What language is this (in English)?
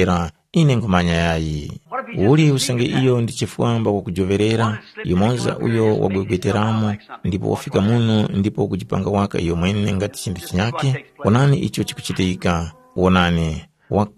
Tumbuka